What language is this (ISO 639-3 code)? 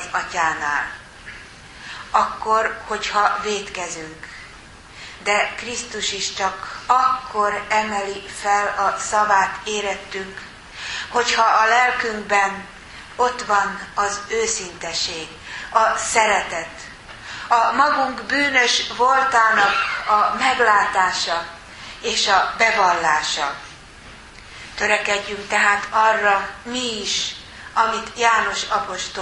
hun